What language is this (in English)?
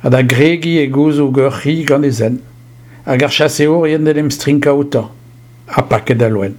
Breton